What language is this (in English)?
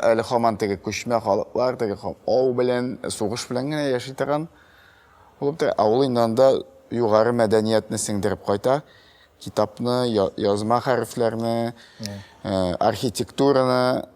Tatar